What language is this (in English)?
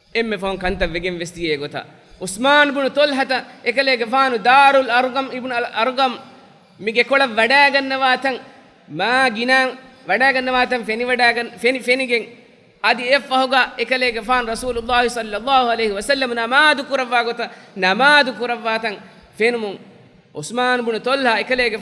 Divehi